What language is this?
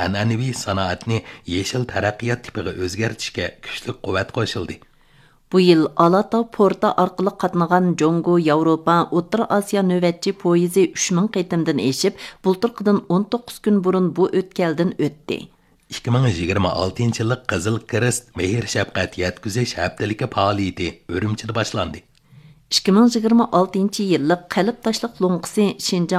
Uyghur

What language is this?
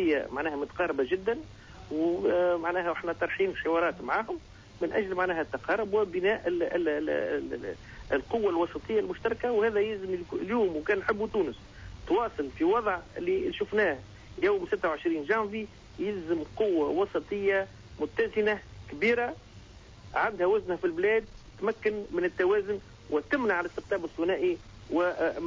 Tunisian Arabic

